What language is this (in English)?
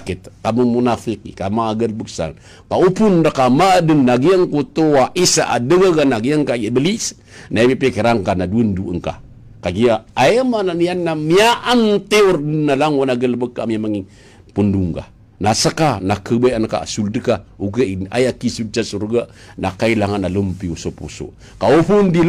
Maranao